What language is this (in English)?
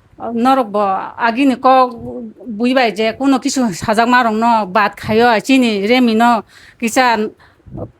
Kok Borok